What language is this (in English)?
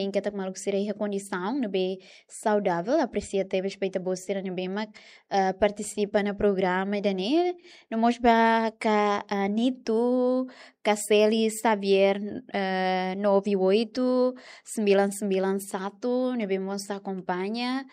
Tetum